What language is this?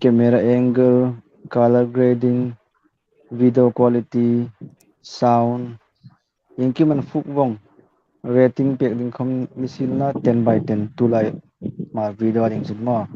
Hmar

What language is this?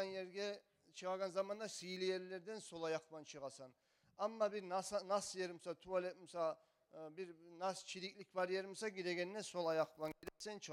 Kumyk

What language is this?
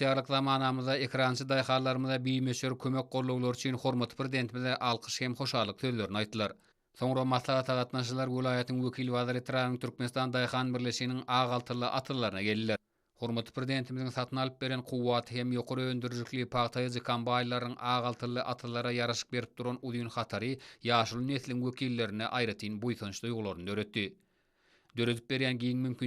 Turkmen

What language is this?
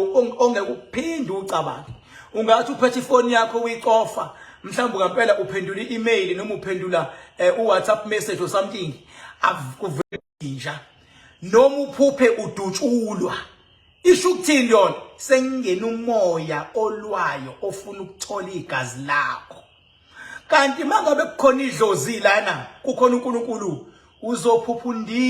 Zulu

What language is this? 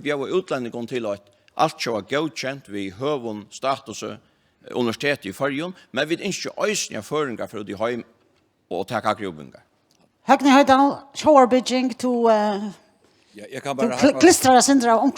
Faroese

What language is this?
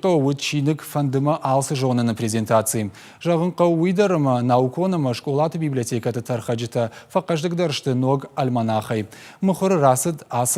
Ossetic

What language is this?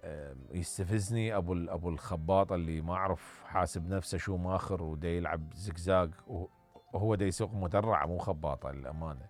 Mesopotamian Arabic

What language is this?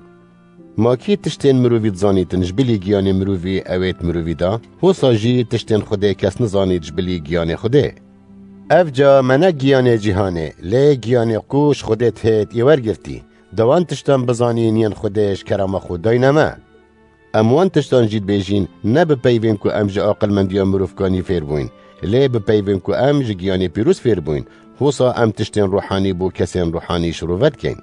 Kurdish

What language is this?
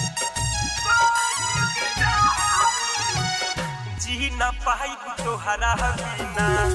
Bhojpuri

